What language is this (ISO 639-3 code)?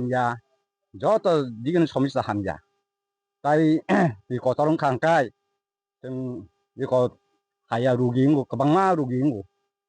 trp